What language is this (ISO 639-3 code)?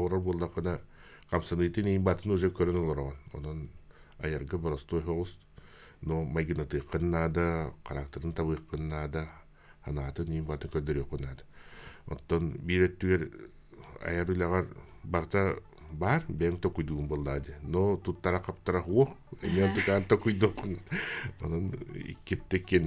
sah